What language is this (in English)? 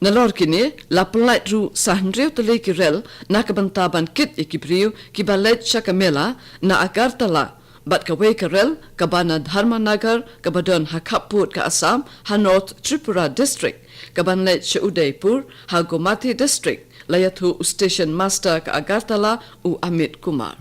Khasi